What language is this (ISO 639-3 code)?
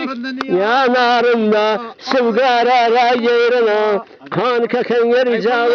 zza